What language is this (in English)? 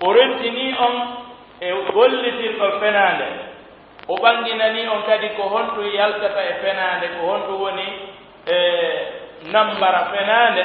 Pular